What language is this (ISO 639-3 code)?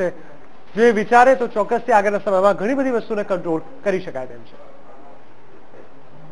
guj